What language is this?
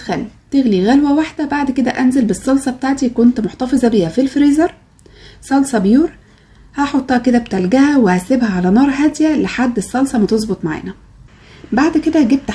Egyptian Arabic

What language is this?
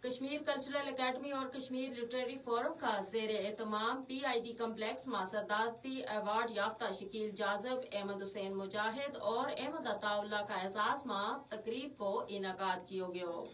Gujari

